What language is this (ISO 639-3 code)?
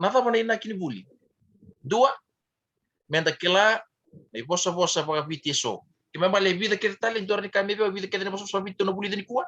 fij